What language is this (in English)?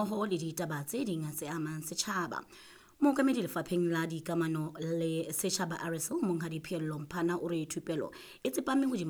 Southern Sotho